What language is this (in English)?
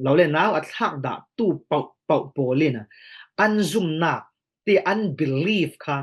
Falam Chin